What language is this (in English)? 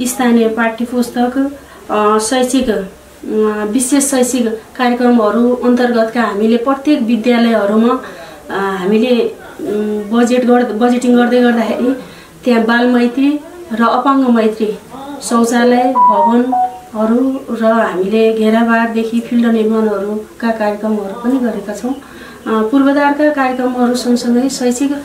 Nepali